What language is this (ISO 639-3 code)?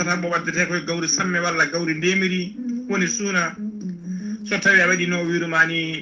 ful